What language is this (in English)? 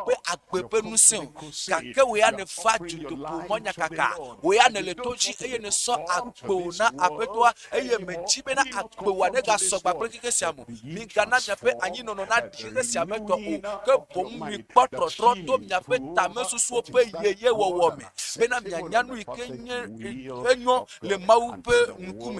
Ewe